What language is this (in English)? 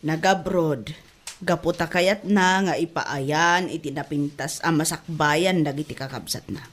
Iloko